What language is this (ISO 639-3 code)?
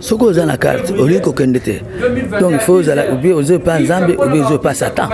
lin